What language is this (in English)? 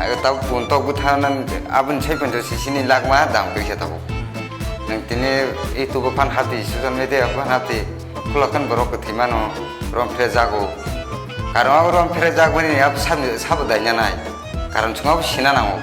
Kok Borok